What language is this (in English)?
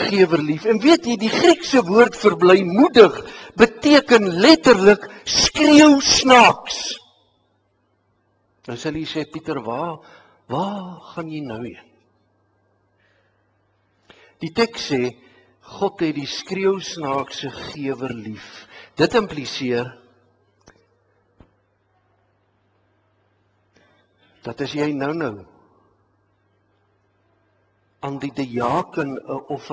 Afrikaans